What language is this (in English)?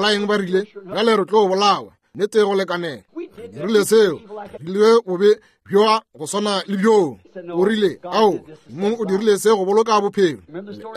Northern Sotho